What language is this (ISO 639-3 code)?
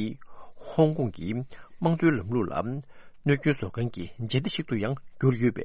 bod